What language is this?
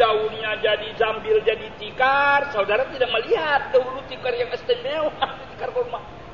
Indonesian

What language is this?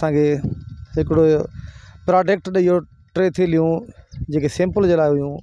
Sindhi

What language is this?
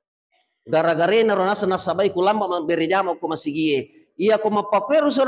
Buginese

